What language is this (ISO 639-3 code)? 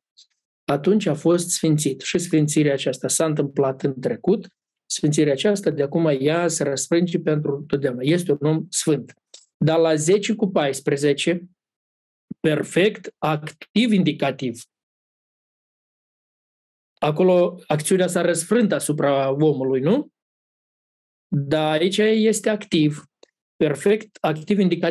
ron